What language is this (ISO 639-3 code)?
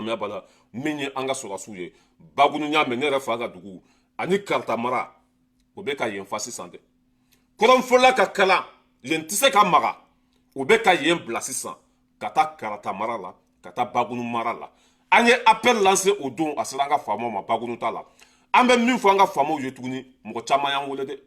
bam